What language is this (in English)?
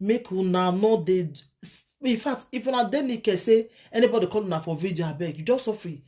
Nigerian Pidgin